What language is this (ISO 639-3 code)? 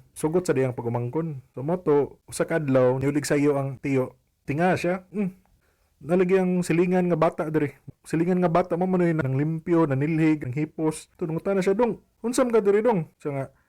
ceb